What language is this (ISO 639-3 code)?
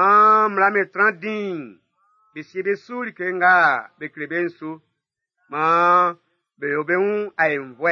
bci